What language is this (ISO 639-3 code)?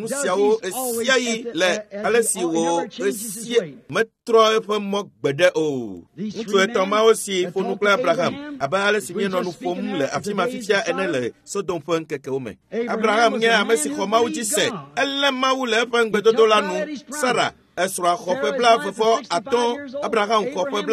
ewe